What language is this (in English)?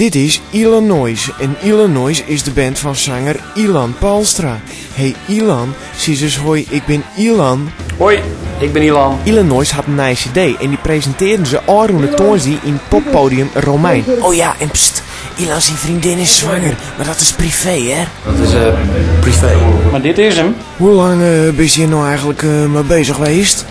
Western Frisian